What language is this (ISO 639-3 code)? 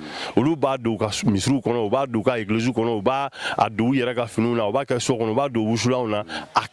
bam